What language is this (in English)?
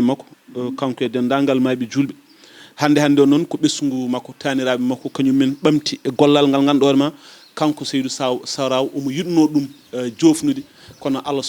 Fula